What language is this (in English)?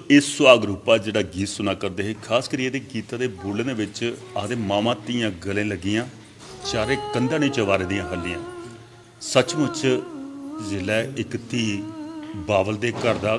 Dogri